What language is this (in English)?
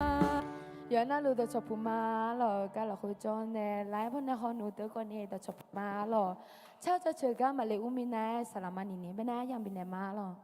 Akha